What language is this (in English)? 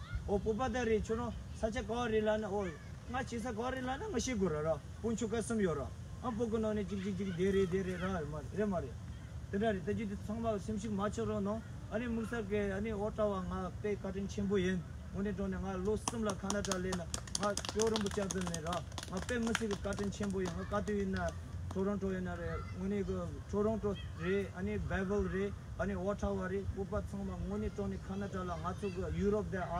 Tibetan